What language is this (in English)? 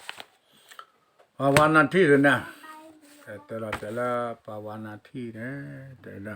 S'gaw Karen